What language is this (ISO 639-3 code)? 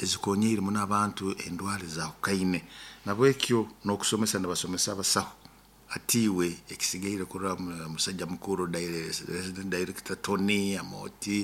nyo